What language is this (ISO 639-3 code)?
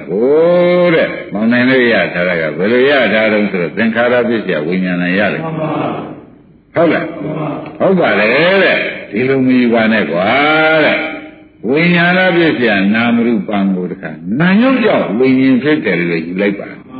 mya